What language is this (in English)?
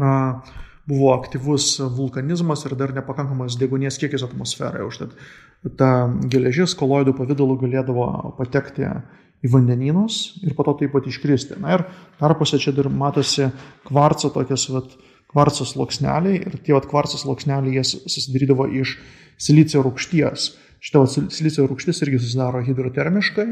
Lithuanian